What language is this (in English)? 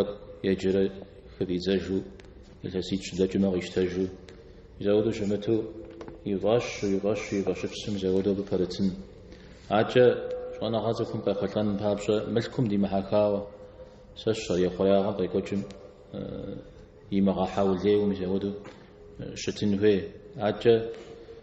Kabardian